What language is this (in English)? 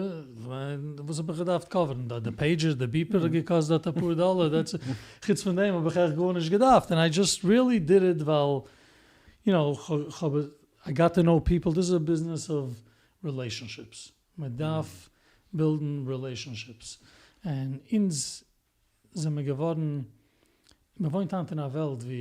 Yiddish